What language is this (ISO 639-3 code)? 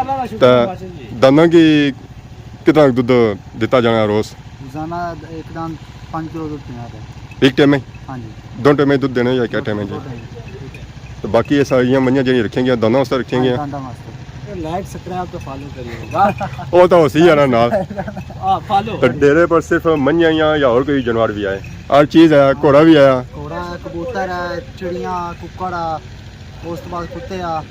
phr